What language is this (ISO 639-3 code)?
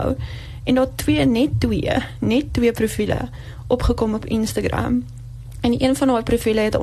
afr